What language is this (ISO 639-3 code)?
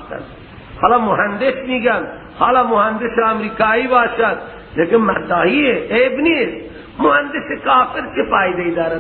fas